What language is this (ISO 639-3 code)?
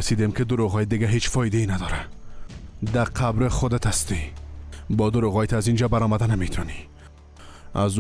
fas